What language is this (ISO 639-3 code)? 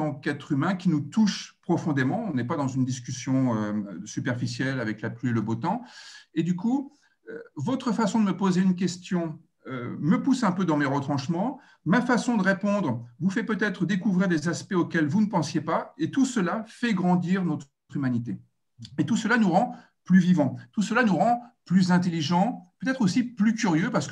fra